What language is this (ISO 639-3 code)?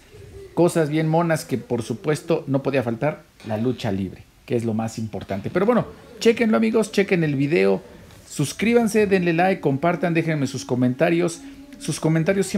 spa